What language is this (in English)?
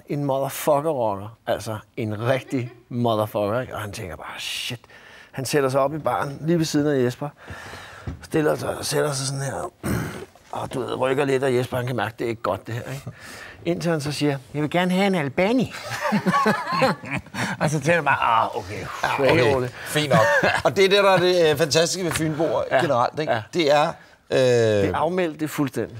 Danish